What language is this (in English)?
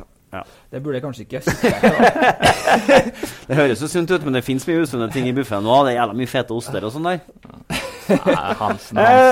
Norwegian